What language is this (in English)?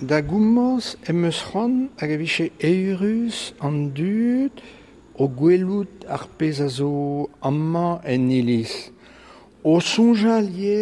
Breton